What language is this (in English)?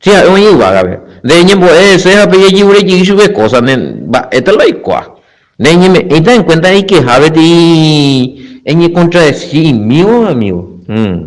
Guarani